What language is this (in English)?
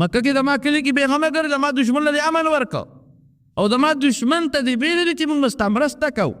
Pashto